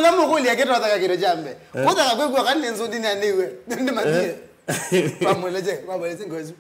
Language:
Kamba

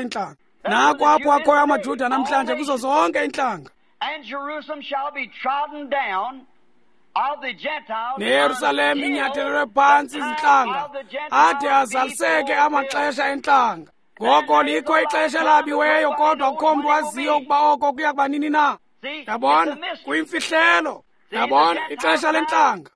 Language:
Xhosa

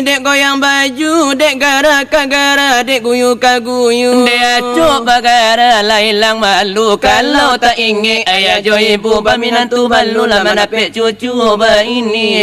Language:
Minangkabau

